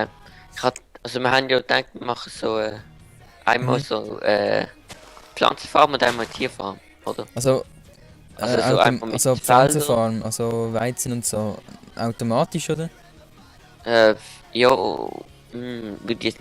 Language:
Swiss German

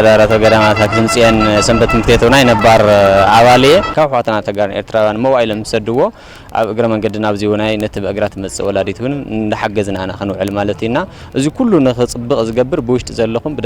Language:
Tigrinya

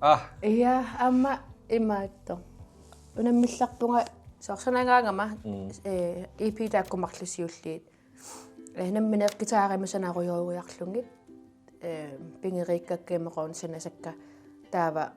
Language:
Kalaallisut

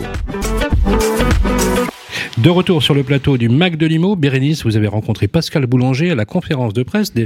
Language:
French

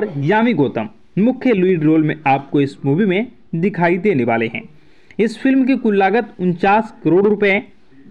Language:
Hindi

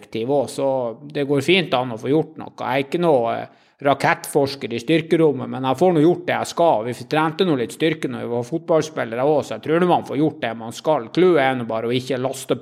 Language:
Norwegian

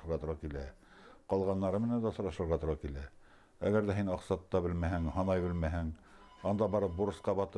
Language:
Bashkir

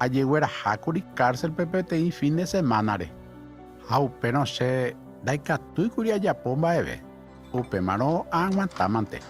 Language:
Guarani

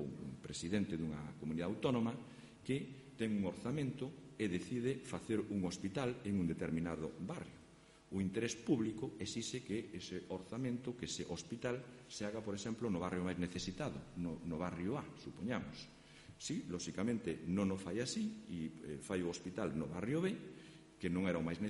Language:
Galician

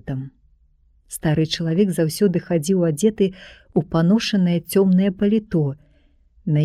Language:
Belarusian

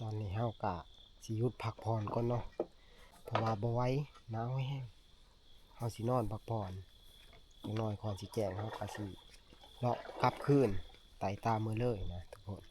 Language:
Northeastern Thai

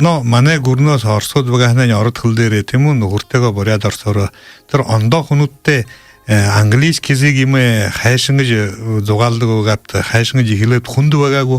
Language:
Buriat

